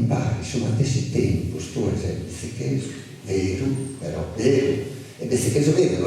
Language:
Sardinian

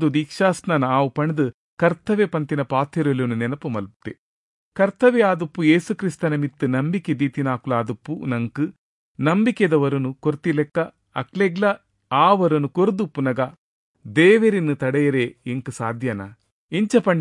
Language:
Tulu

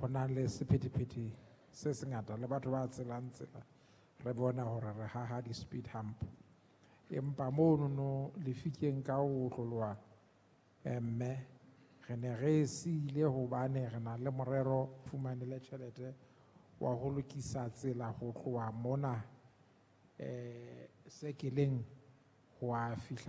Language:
Southern Sotho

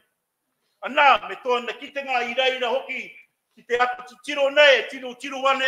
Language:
Māori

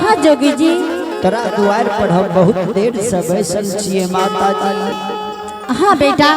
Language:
Angika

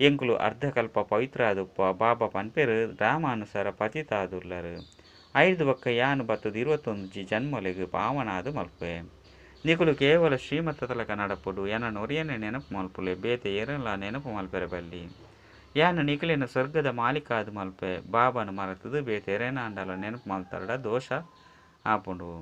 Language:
Tulu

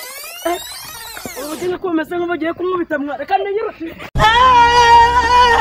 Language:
Kinyarwanda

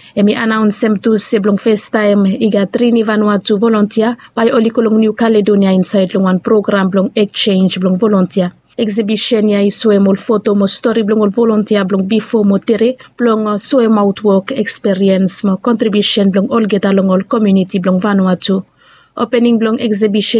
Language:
Bislama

